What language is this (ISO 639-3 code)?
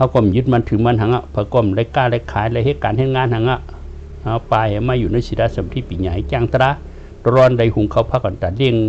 shn